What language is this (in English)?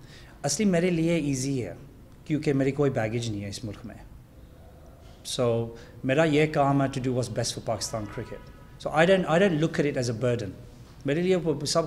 Urdu